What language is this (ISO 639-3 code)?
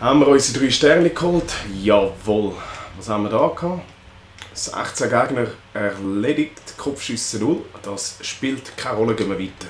gsw